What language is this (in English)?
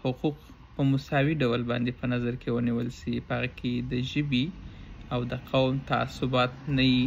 Pashto